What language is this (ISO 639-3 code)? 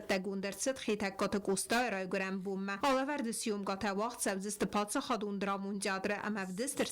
oss